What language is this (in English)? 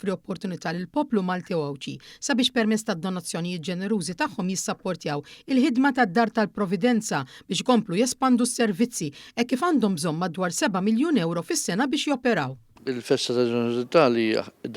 Maltese